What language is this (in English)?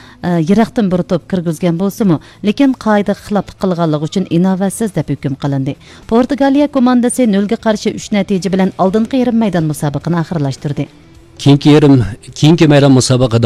Uyghur